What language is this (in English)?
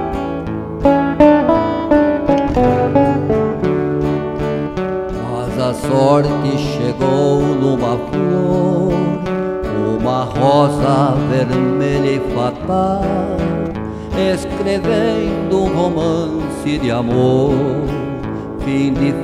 Portuguese